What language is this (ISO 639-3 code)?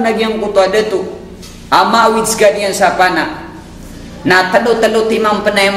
mrw